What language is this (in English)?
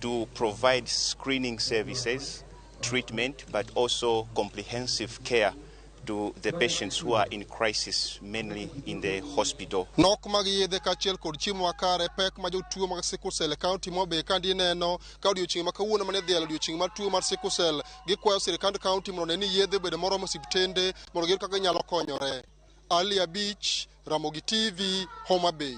Luo (Kenya and Tanzania)